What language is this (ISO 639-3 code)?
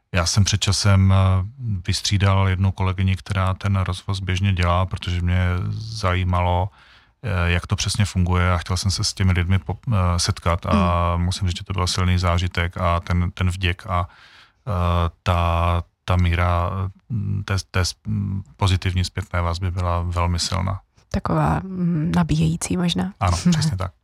ces